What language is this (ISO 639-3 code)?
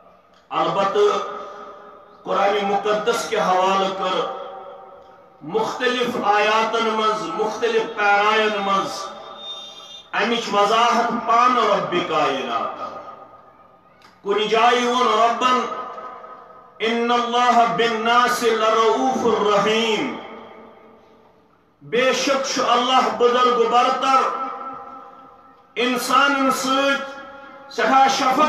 kas